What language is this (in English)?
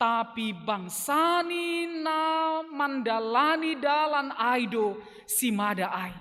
Batak Simalungun